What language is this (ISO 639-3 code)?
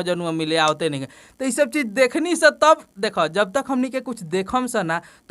bho